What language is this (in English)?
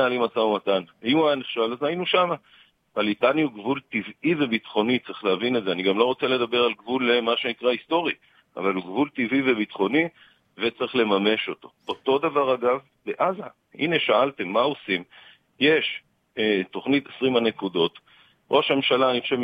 Hebrew